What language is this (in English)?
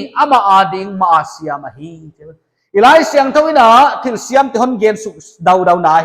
Paite Chin